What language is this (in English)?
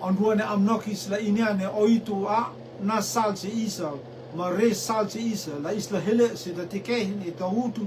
Rotuman